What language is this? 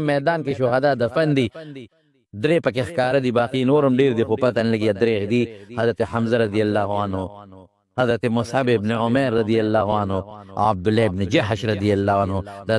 Pashto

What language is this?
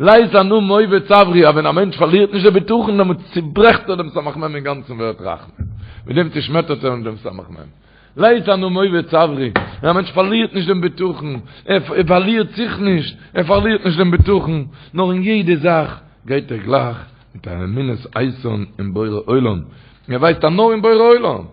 Yiddish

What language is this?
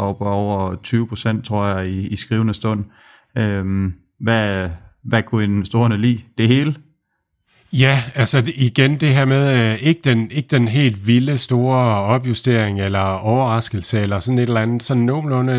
Danish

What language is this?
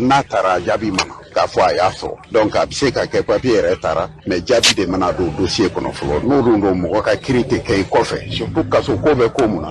Bambara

